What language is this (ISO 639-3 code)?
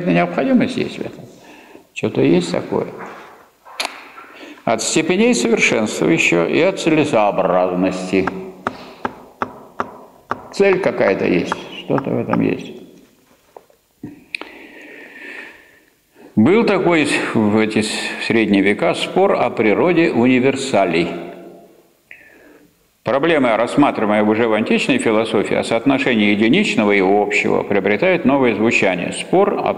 rus